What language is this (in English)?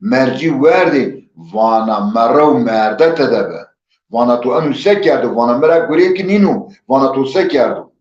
Zaza